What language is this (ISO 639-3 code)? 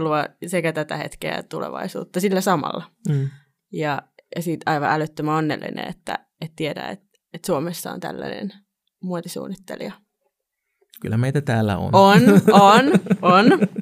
fin